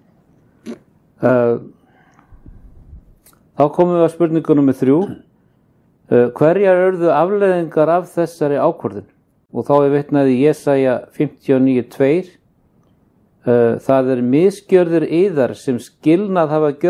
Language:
Icelandic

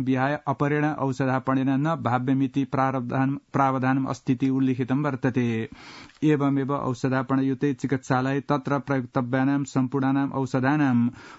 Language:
Sanskrit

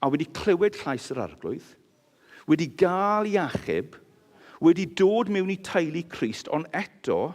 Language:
Welsh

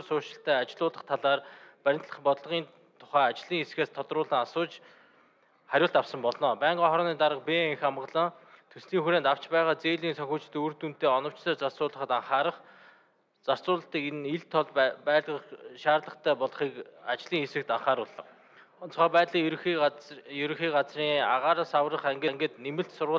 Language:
Mongolian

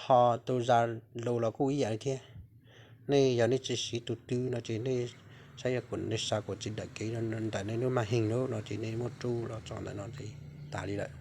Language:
Hmong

